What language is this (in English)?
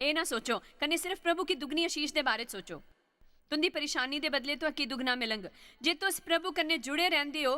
Dogri